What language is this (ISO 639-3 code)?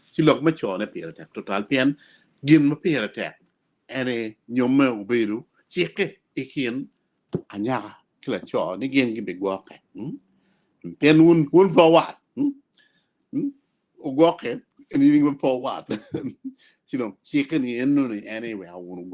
ach